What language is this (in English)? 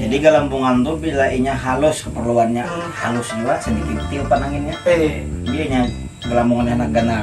Banjar